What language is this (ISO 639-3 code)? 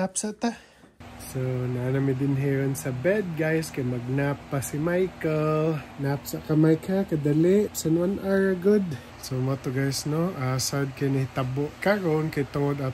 ceb